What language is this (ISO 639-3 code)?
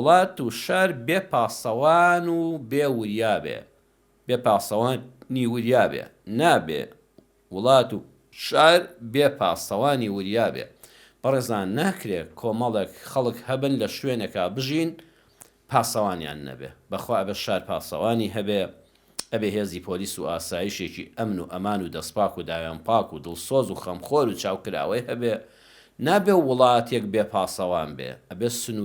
ckb